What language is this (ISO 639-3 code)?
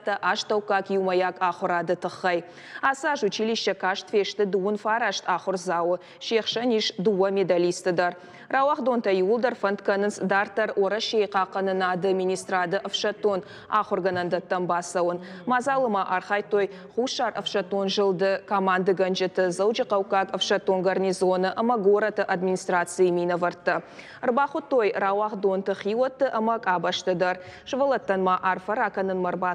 oss